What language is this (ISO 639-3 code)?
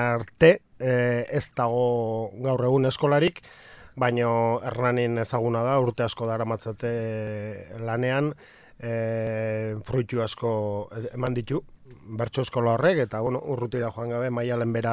eus